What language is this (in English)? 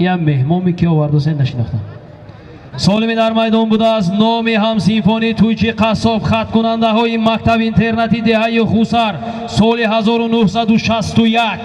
Tajik